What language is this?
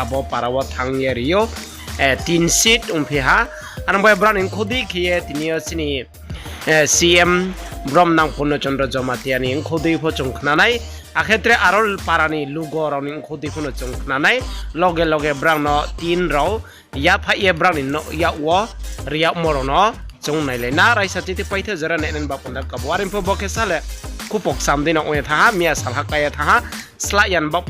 Riang (India)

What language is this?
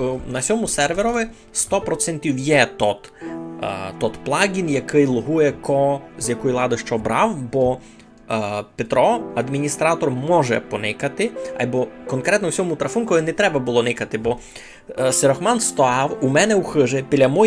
Rusyn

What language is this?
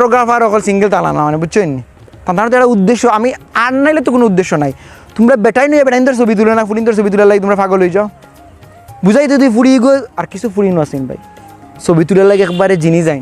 Sylheti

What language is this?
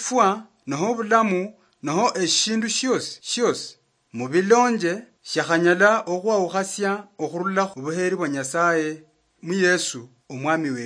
Luyia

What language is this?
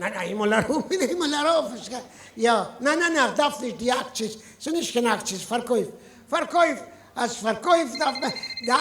Yiddish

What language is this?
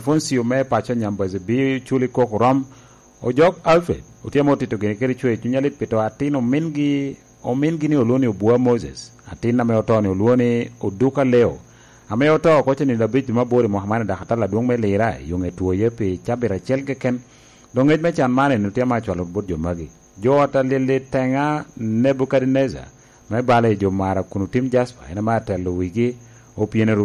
Lango (Uganda)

